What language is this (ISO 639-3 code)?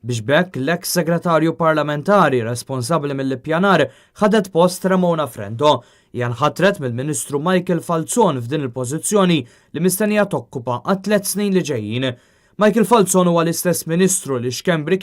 mlt